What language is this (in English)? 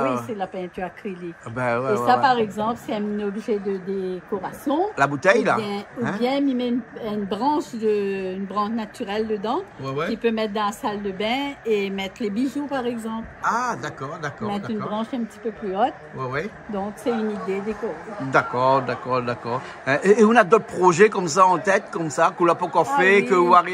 Réunion Creole French